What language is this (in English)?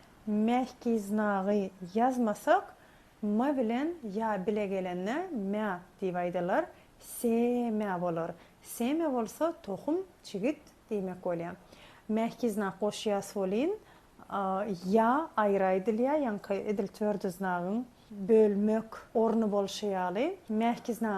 Turkmen